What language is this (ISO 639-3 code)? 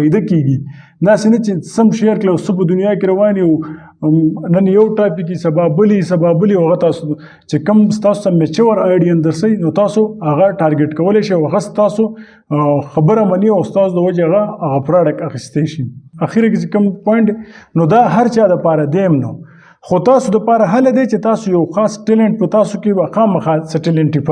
pus